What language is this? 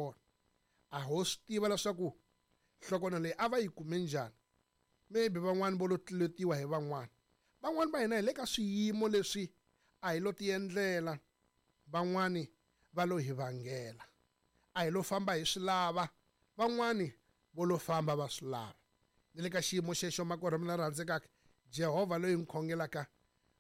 Tsonga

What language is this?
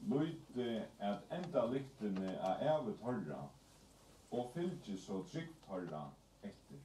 Faroese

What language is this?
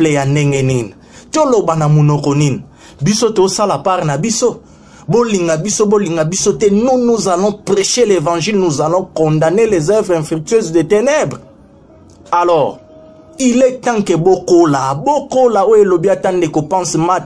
Lingala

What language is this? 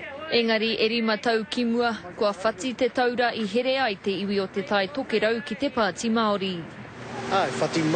Māori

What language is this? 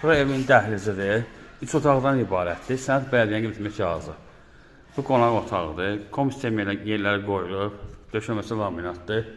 Azerbaijani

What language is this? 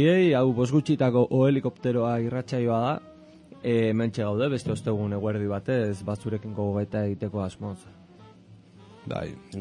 Basque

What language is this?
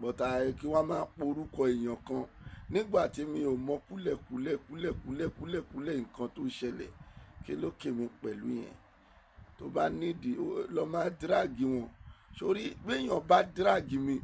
Yoruba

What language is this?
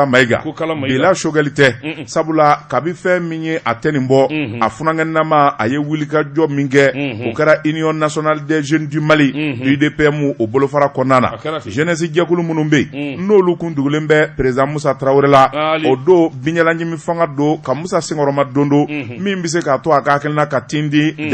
Bambara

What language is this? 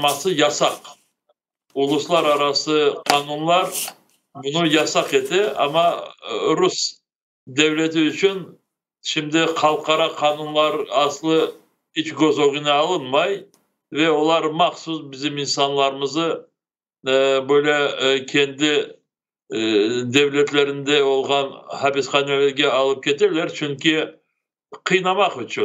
Crimean Tatar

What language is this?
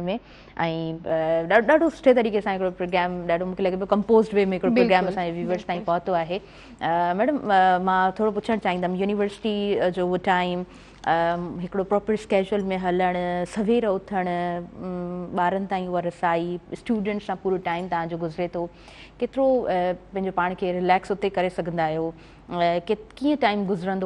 Sindhi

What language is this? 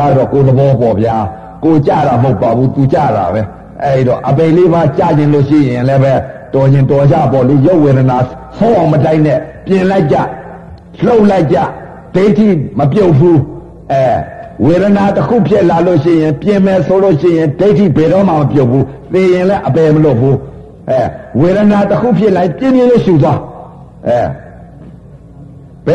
Burmese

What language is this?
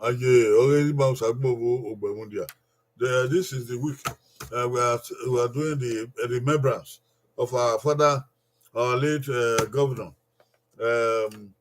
Bini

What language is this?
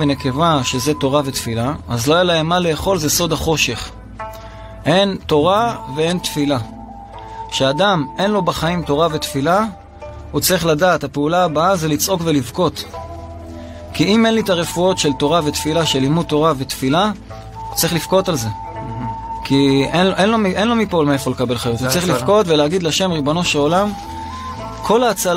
Hebrew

